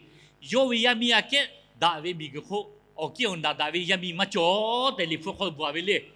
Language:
Lahu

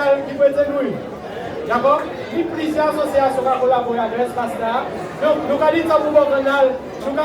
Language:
Guadeloupean Creole French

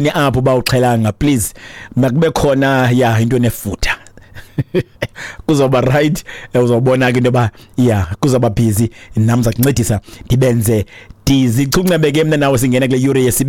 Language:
Xhosa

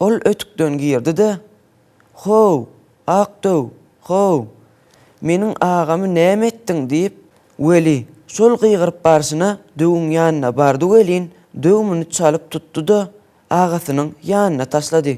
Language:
Turkmen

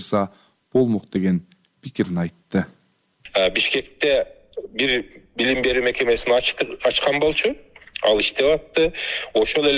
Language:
Kyrgyz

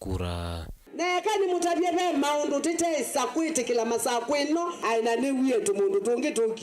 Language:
Kamba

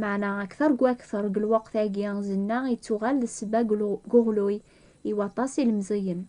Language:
Kabyle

